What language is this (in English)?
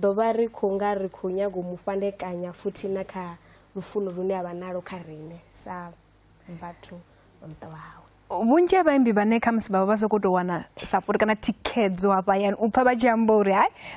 Venda